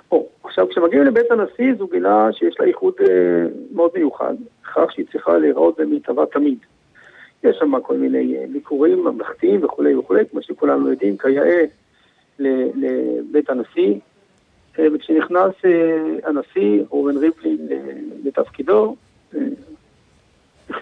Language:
Hebrew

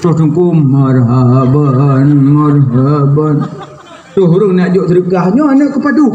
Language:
Achinese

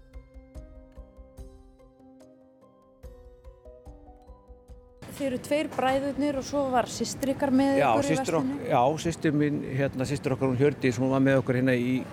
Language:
Icelandic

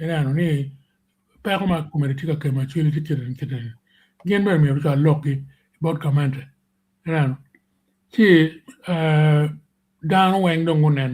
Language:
Acoli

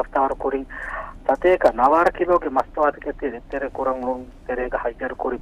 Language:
Divehi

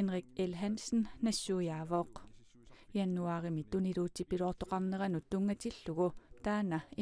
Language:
Kalaallisut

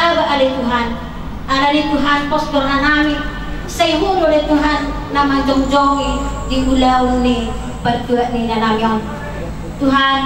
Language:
Batak Toba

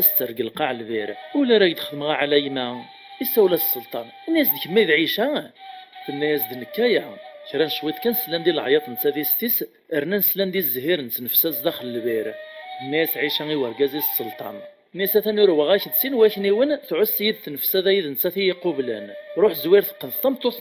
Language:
Kabyle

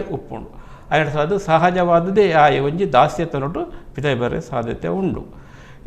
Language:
Tulu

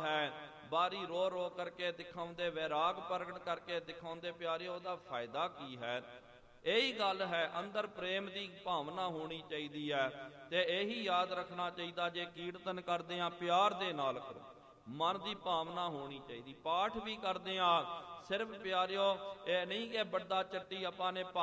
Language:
Punjabi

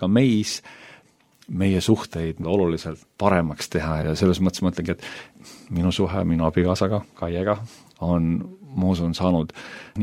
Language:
Estonian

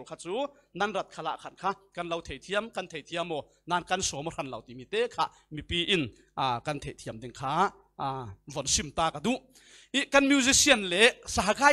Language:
Falam Chin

